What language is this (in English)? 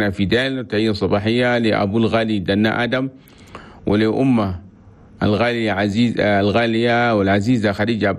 Chadian Arabic